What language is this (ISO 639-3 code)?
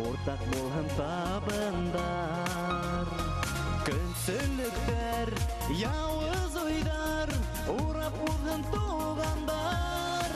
bak